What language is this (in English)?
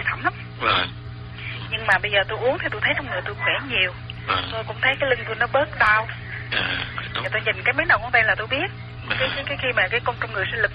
Vietnamese